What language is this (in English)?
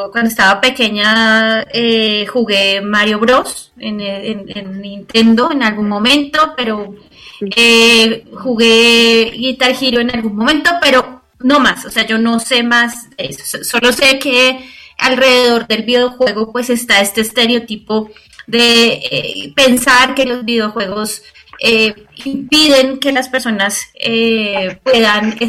Spanish